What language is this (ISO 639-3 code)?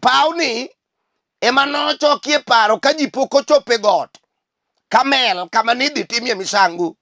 luo